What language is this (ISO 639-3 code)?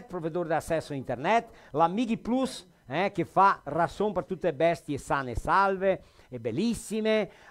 vec